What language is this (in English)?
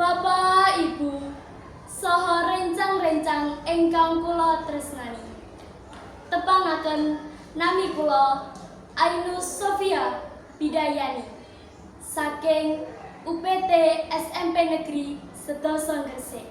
Javanese